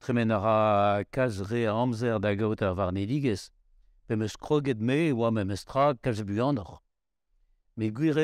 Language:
Breton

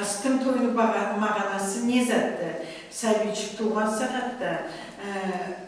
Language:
Karachay-Balkar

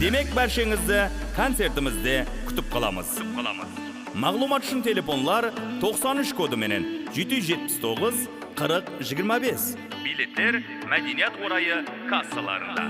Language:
Kara-Kalpak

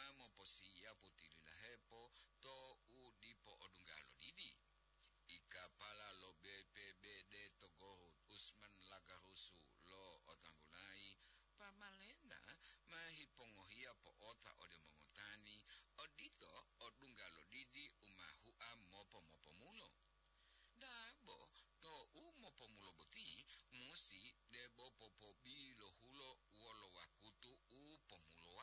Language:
Gorontalo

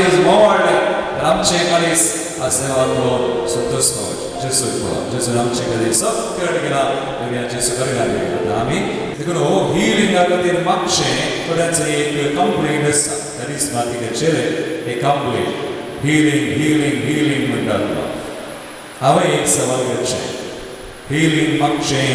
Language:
Konkani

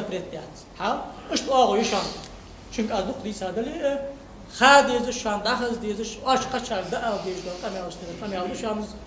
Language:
Ingush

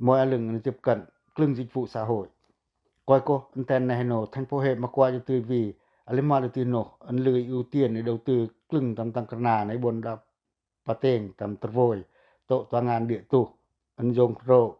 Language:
Pacoh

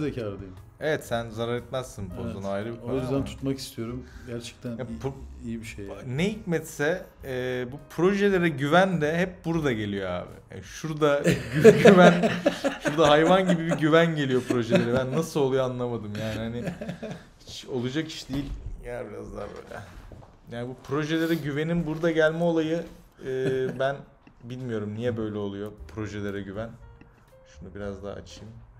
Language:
Turkish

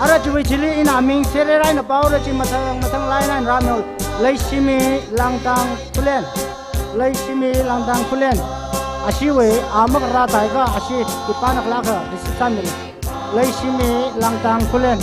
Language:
Tangkhul Naga (India)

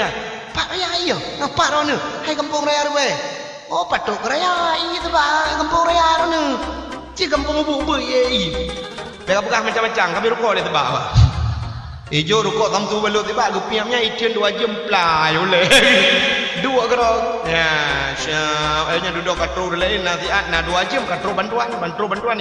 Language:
Achinese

